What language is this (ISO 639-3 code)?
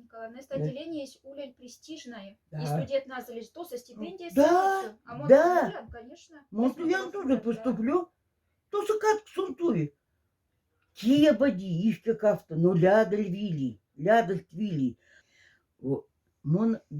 mdf